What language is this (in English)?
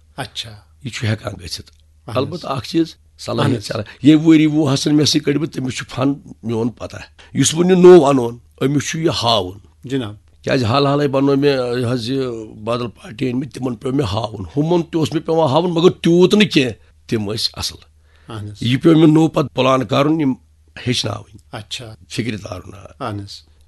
Kashmiri